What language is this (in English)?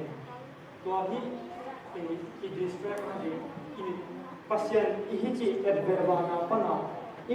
Tedim Chin